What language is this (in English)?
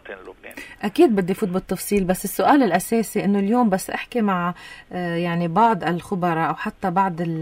North Levantine Arabic